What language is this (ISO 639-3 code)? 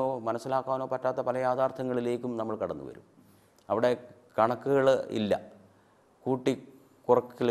mal